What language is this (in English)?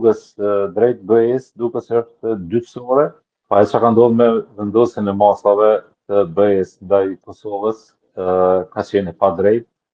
Albanian